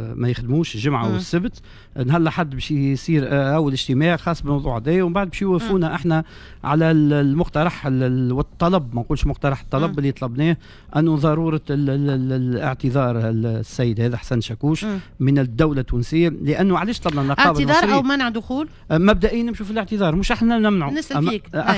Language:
Tunisian Arabic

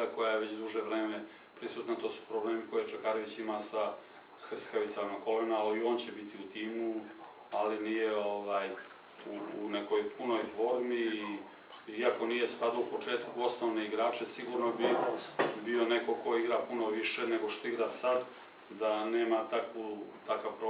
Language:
Serbian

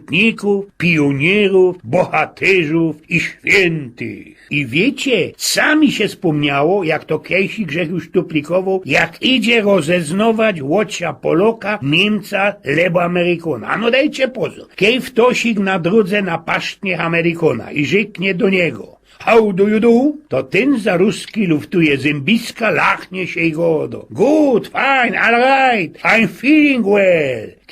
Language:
Silesian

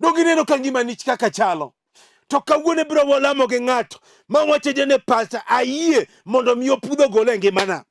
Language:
Luo (Kenya and Tanzania)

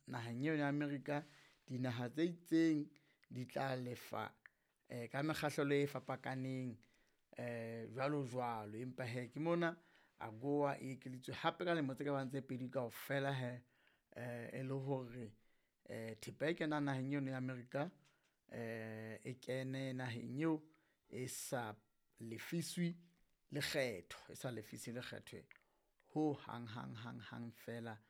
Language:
Southern Sotho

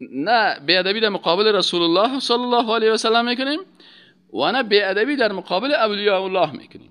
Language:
Persian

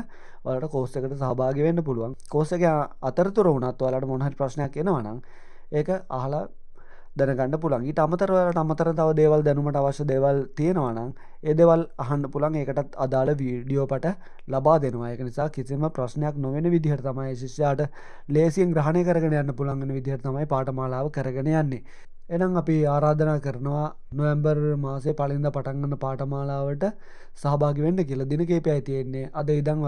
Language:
Sinhala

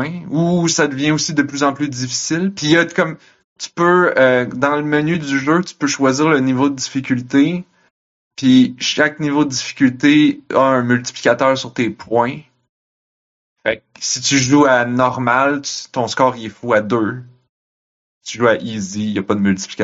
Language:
French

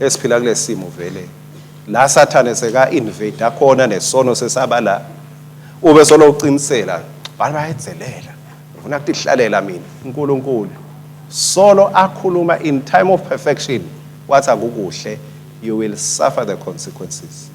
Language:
Swati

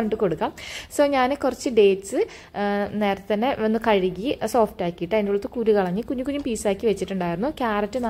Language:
Malayalam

